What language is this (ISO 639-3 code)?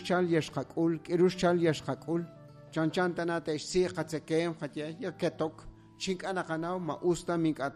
kek